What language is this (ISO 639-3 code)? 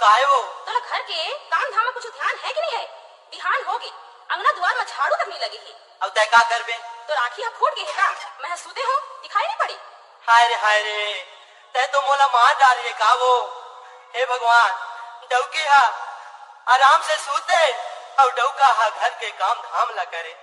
hne